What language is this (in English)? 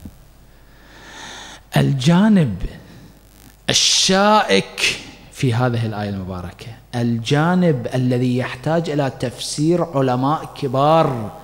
Arabic